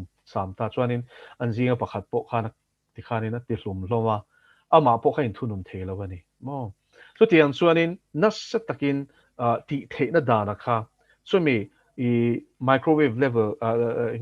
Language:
Mizo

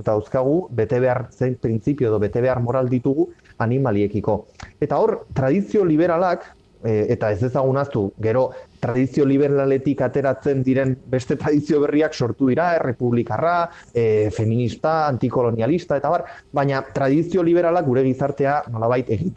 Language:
Basque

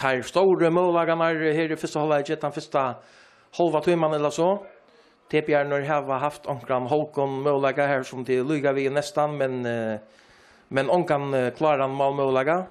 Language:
Faroese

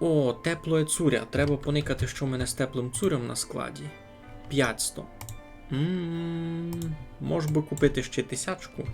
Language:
Rusyn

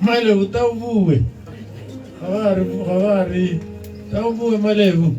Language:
Tswana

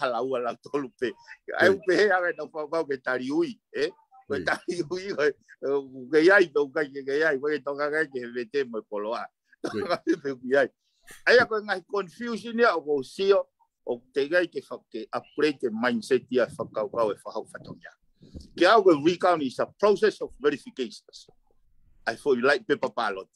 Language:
Tongan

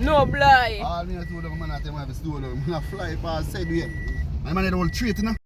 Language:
Jamaican Creole English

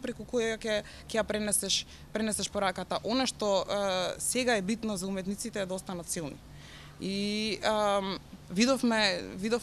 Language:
Macedonian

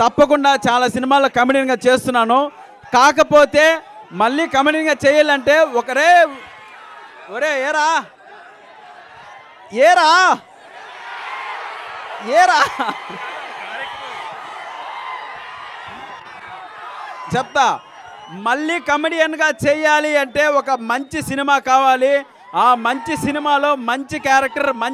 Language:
Telugu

